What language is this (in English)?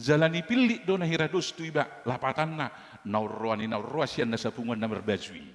Batak Toba